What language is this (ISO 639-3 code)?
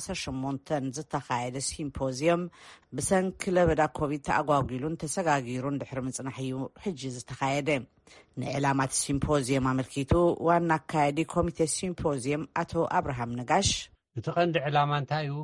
tir